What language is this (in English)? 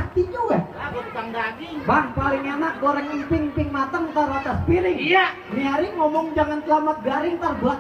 Betawi